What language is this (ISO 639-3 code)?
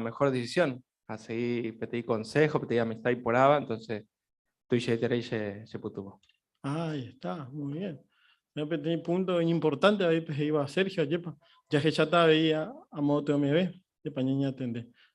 grn